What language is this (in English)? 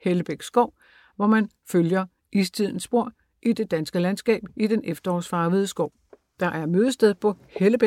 Danish